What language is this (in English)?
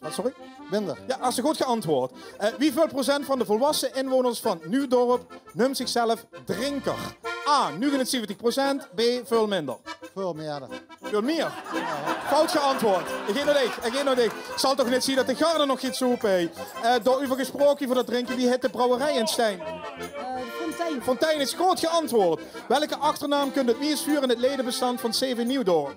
Limburgish